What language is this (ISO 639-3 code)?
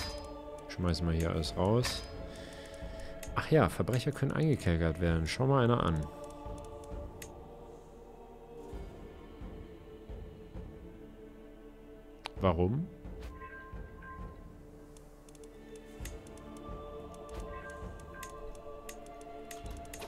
deu